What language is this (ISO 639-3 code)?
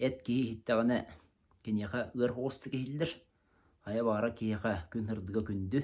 sah